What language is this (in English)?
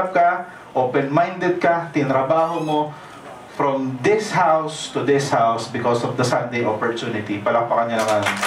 Filipino